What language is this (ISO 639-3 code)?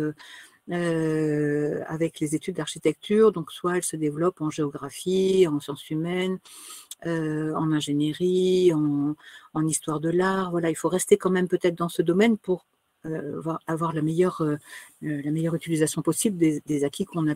fra